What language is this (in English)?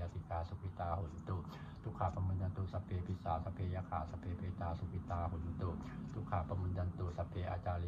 Pali